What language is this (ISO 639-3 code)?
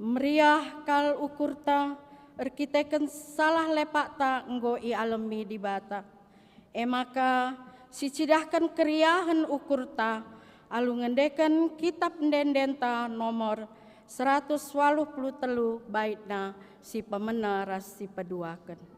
btx